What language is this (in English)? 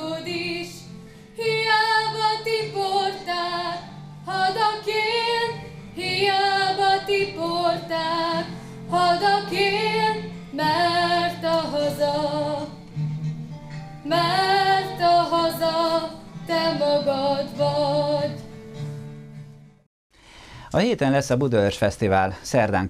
Hungarian